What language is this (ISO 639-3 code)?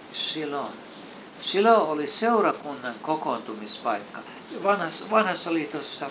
fin